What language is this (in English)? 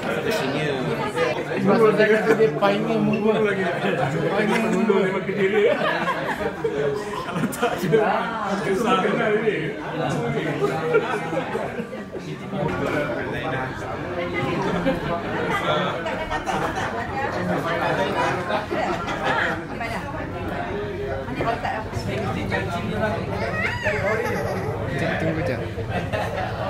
Malay